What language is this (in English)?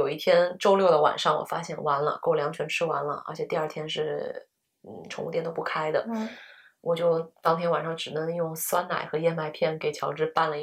Chinese